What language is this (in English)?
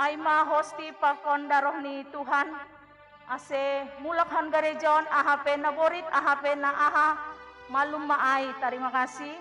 Batak Simalungun